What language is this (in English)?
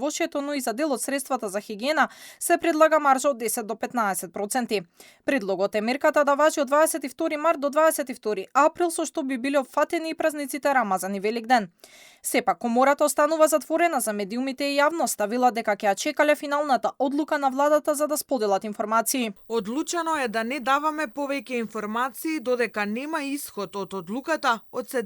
Macedonian